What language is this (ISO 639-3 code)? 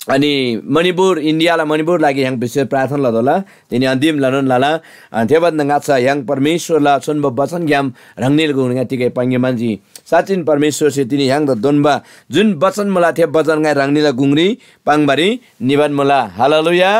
taj